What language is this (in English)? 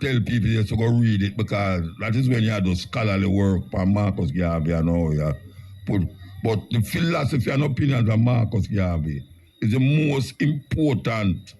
Jamaican Creole English